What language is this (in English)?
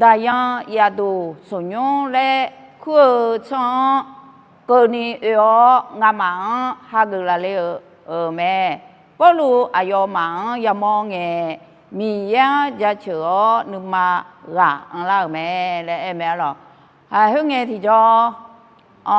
Akha